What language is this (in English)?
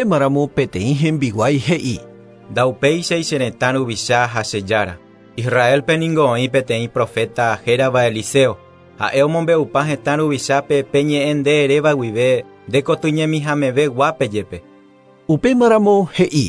Guarani